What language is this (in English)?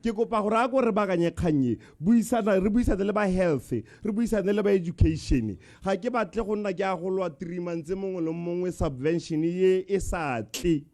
Tswana